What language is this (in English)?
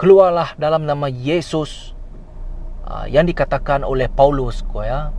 Iban